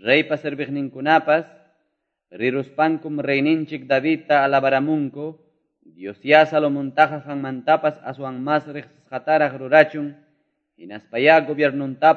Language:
Quechua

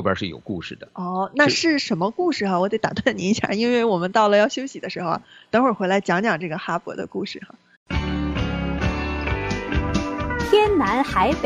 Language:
Chinese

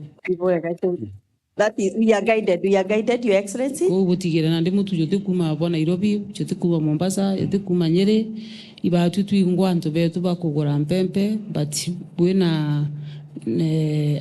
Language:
Meru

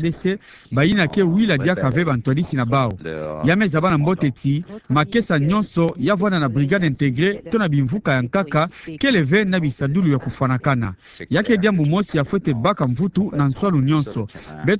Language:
Kituba (Democratic Republic of Congo)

